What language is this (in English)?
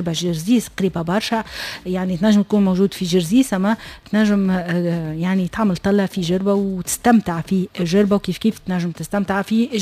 Tunisian Arabic